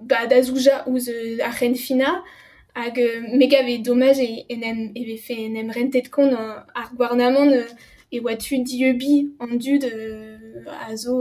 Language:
Breton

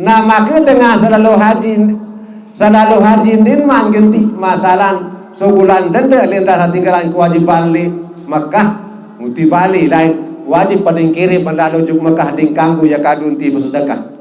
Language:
Sasak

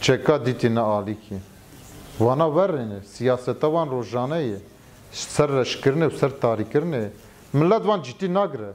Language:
Kurdish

